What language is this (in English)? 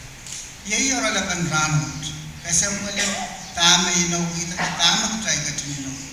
Pohnpeian